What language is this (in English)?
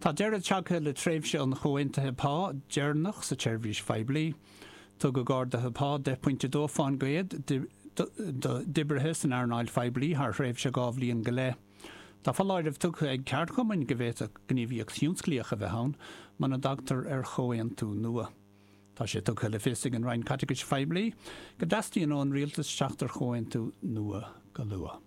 Irish